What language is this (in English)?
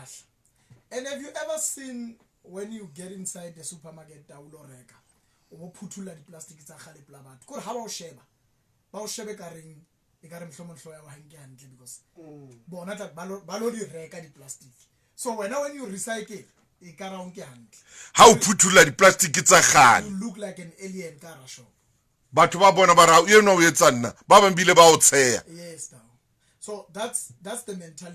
Southern Sotho